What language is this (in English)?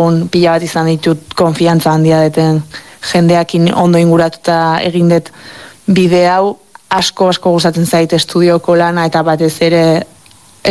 Basque